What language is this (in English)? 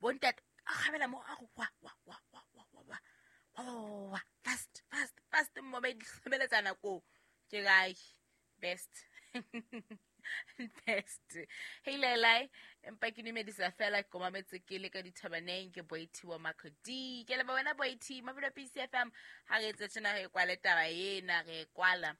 Southern Sotho